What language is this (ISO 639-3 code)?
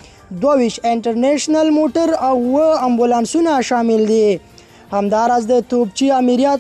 pus